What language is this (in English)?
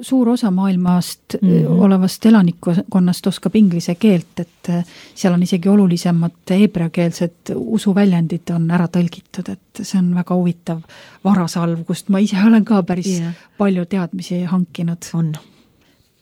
Estonian